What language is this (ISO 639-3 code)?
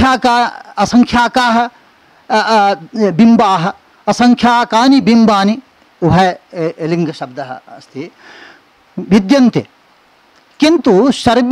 san